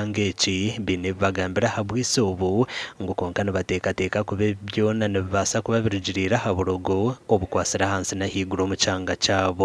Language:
Nyankole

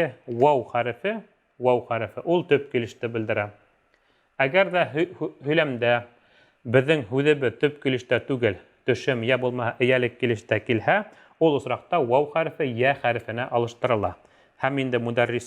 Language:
Bashkir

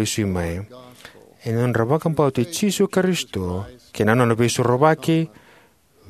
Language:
Fijian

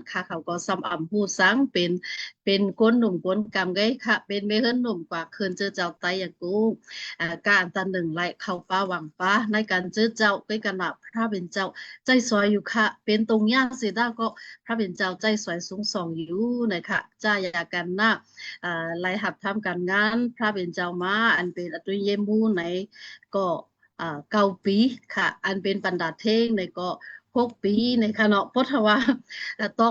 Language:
Shan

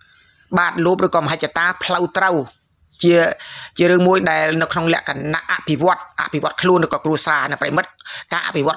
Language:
Khmer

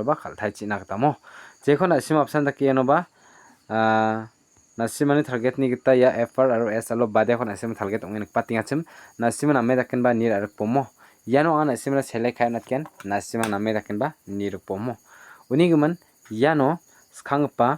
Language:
Garo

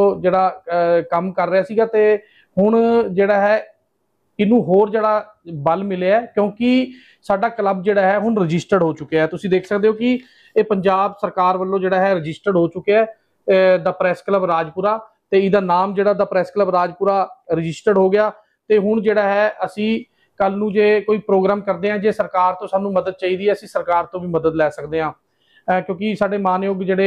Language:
Punjabi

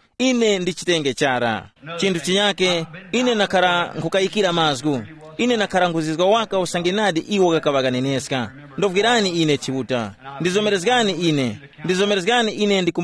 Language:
Tumbuka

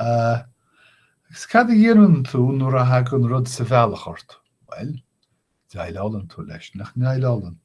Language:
Irish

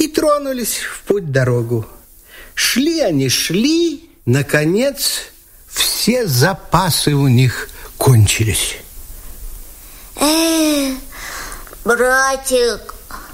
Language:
Russian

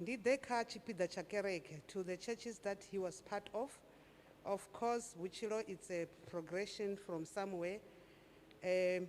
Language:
Venda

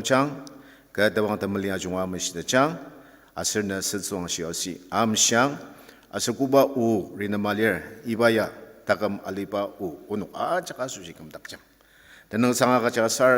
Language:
Ao Naga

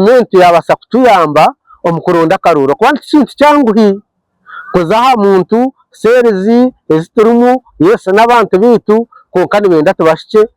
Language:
Nyankole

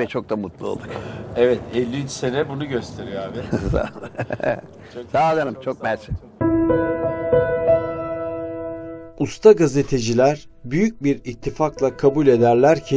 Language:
Turkish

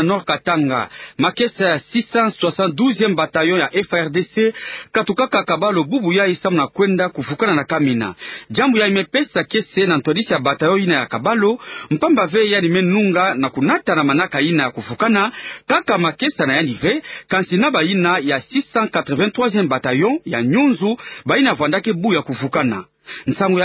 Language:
Kituba (Democratic Republic of Congo)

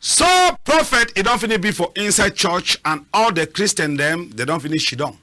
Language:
Cameroon Pidgin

